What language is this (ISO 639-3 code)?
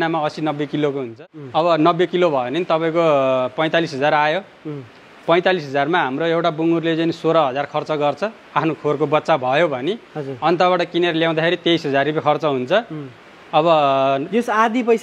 nep